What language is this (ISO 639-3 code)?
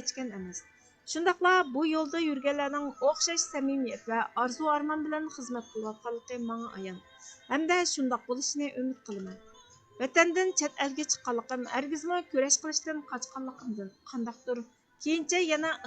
uig